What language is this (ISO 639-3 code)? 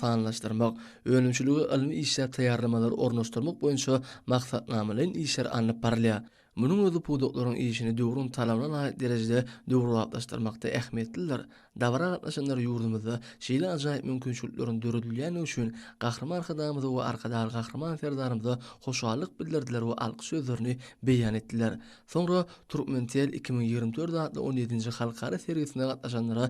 tuk